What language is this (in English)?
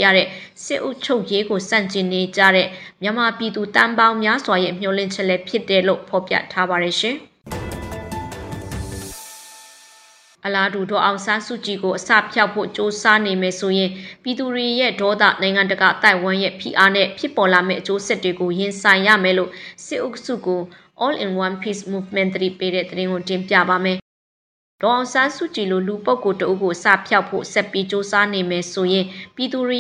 Burmese